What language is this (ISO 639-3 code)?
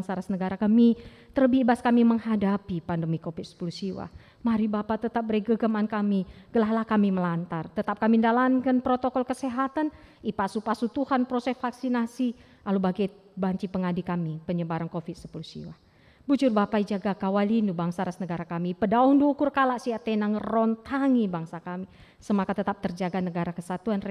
btx